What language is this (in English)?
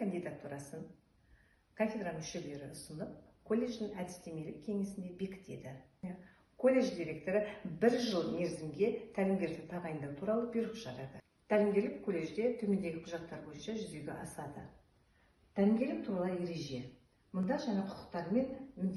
Kazakh